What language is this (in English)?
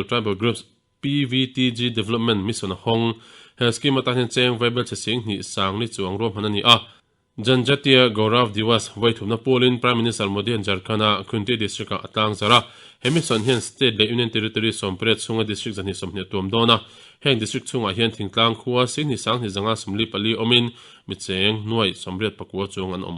Mizo